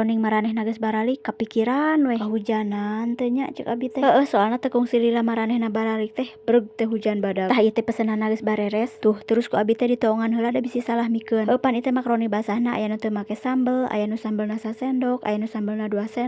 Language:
Sundanese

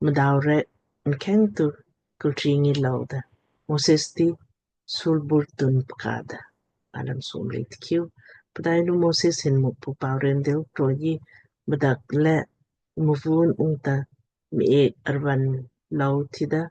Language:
Lamkang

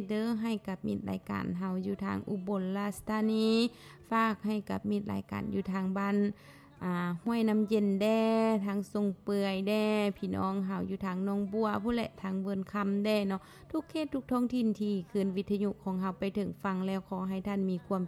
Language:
Lao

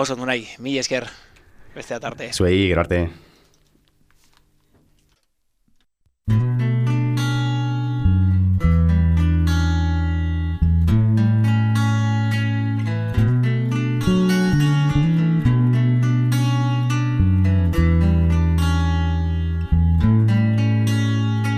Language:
Basque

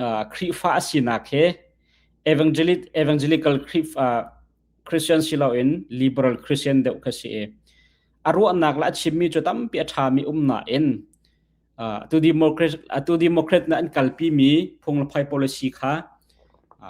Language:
Hakha Chin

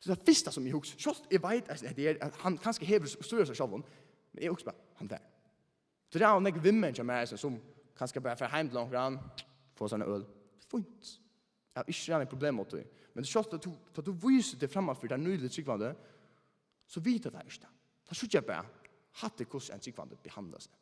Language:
Faroese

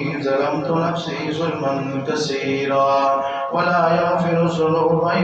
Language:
Urdu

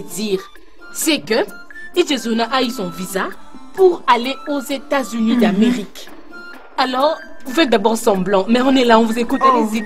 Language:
French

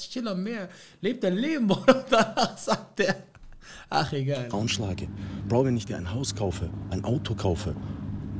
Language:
German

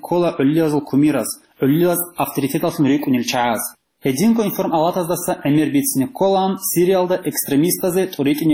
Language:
Avaric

